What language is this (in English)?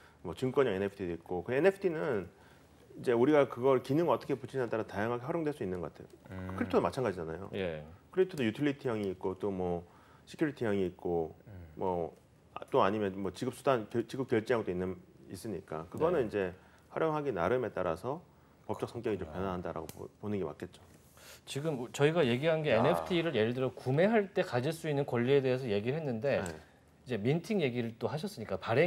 Korean